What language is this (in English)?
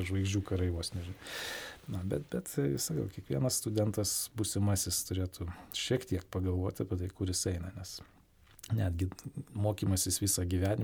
Lithuanian